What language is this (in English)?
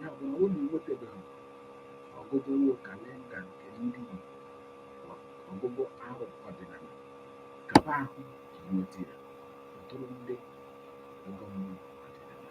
Igbo